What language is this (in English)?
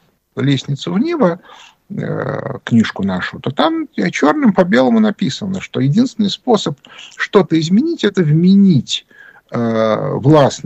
Russian